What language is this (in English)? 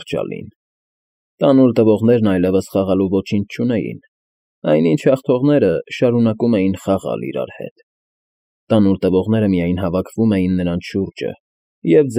Armenian